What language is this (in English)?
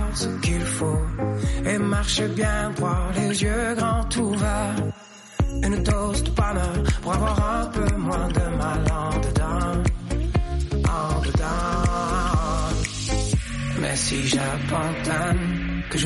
French